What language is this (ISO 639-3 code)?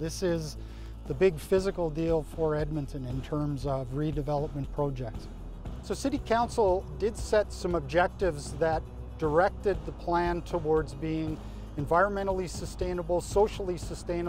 eng